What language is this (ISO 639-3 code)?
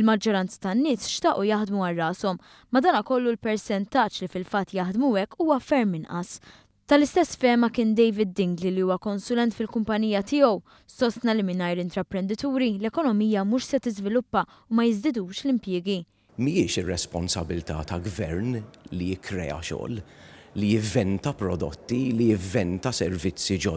mlt